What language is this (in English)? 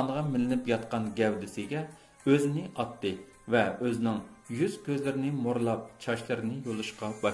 Uyghur